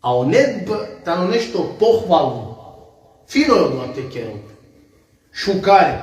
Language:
Balkan Romani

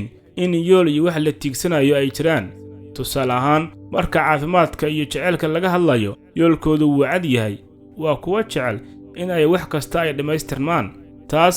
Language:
Somali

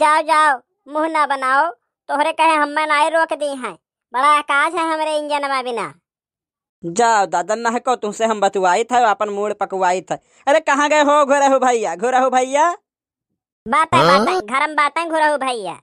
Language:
Awadhi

